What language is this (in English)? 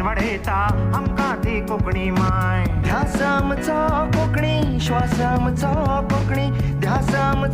Konkani